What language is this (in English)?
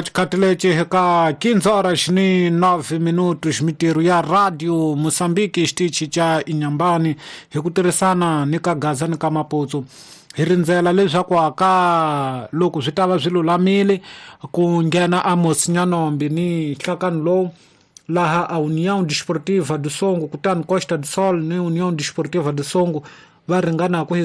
Tsonga